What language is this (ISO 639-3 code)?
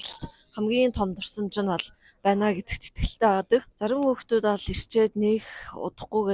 mon